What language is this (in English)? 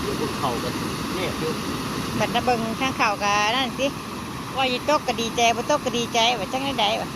Northeastern Thai